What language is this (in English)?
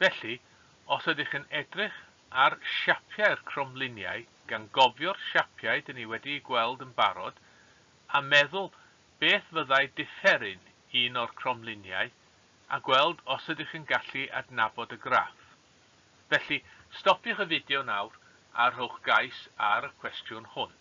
Welsh